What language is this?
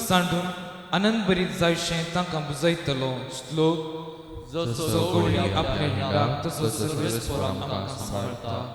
Konkani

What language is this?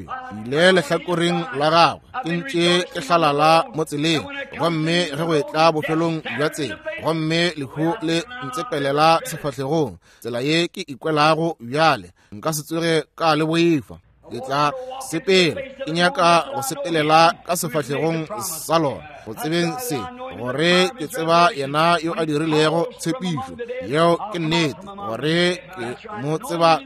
Northern Sotho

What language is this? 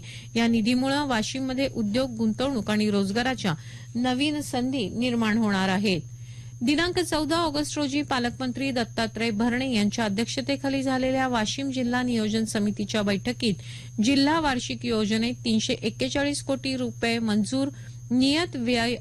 Marathi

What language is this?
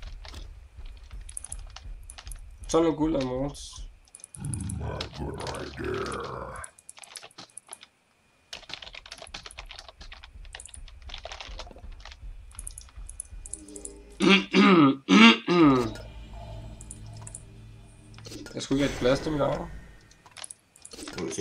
Danish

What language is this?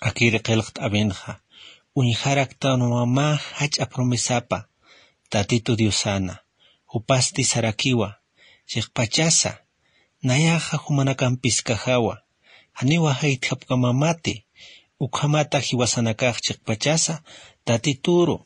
Aymara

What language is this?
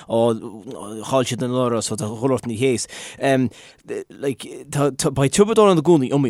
Irish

